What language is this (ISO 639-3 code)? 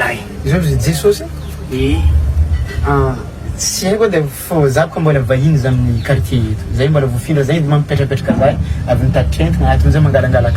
mlg